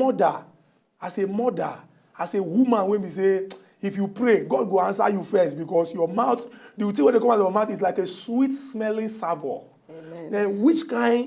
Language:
Nigerian Pidgin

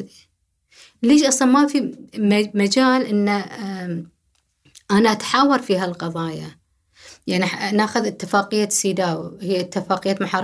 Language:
Gulf Arabic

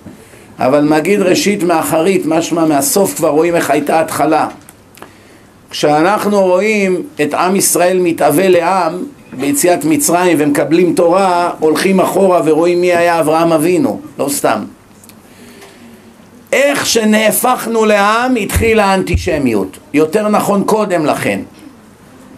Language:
Hebrew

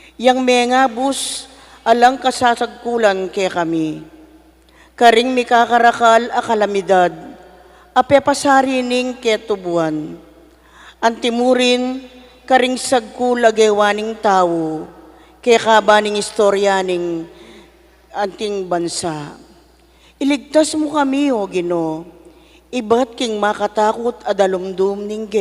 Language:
Pampanga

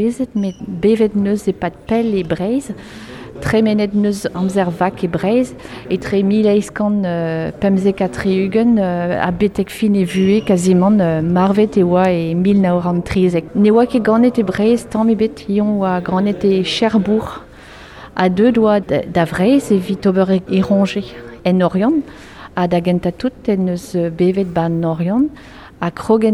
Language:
Breton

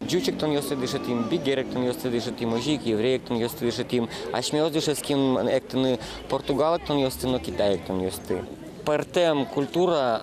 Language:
Udmurt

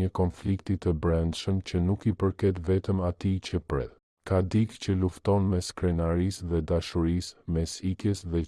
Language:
Albanian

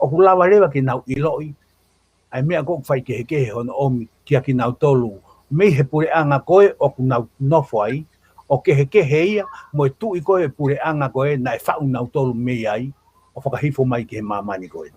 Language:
Tongan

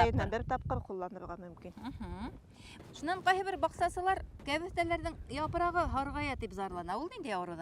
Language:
Bashkir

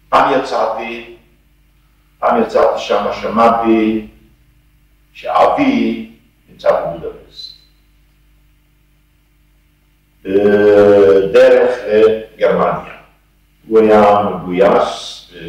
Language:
Hebrew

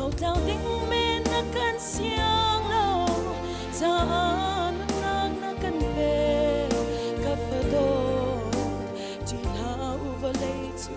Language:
Hakha Chin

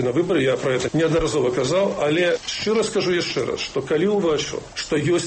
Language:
Belarusian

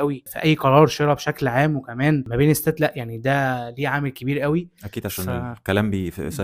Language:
Egyptian Arabic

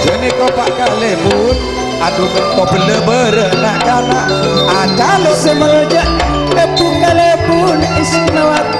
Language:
Madurese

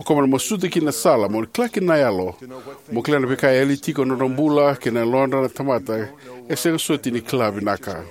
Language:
Fijian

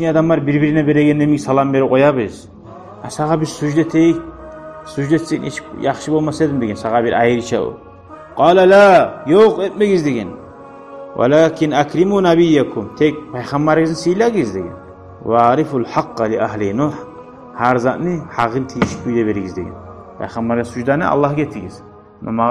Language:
Kumyk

